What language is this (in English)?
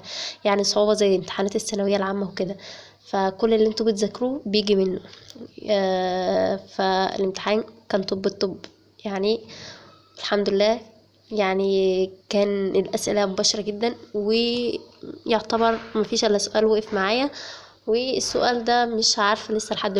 Egyptian Arabic